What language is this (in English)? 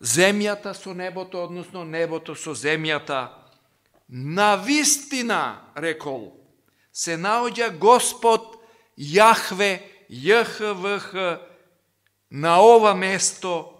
Macedonian